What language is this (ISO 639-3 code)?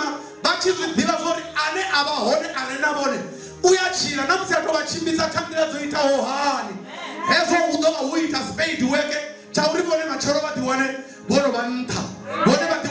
ven